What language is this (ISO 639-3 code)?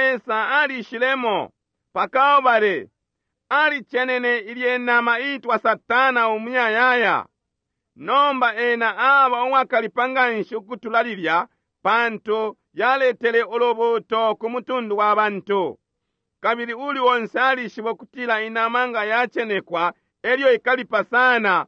bem